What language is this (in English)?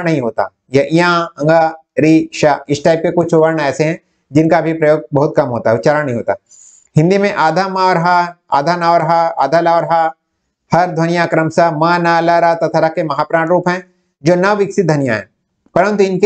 Hindi